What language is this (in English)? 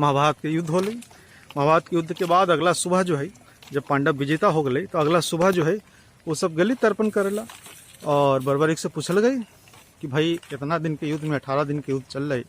Magahi